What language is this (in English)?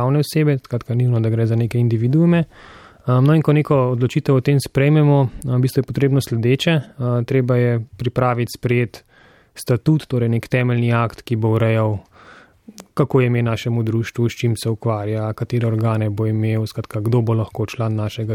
Slovenian